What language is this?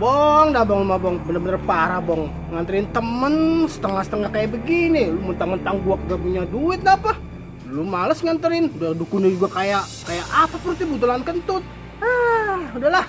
Betawi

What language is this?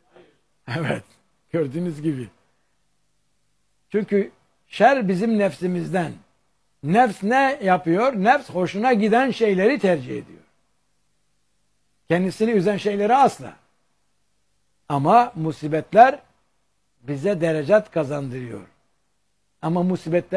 Turkish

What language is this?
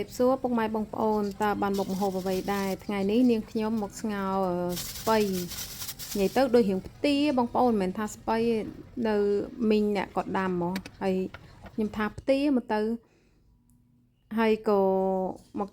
Khmer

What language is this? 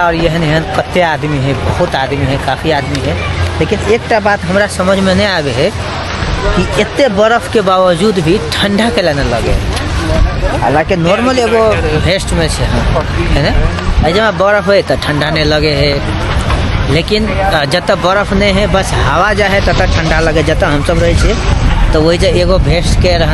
Maithili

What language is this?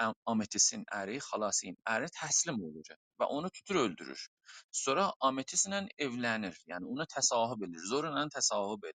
South Azerbaijani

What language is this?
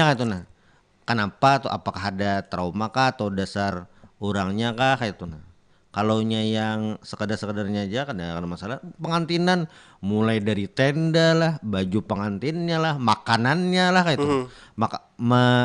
Banjar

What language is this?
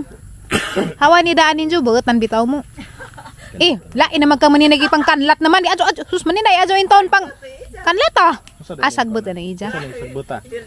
Cebuano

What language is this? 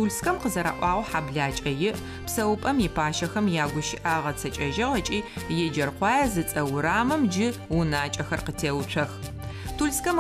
Adyghe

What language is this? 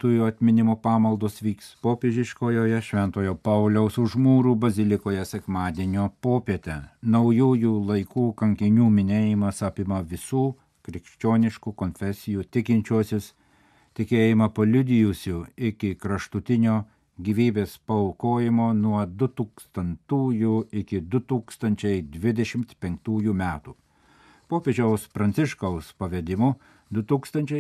Lithuanian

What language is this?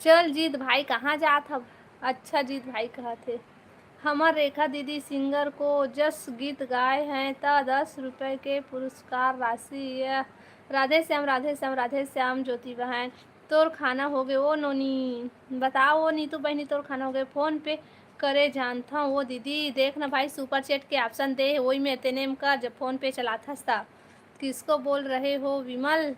Chhattisgarhi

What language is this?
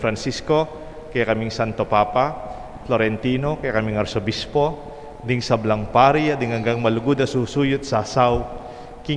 Pampanga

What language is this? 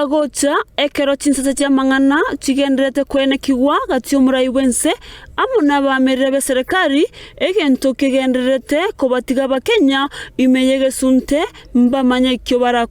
Gusii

